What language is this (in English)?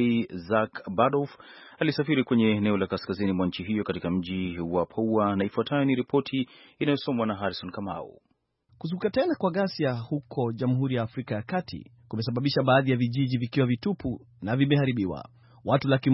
Swahili